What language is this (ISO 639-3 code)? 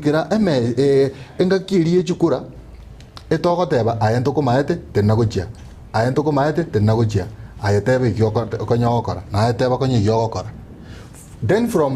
guz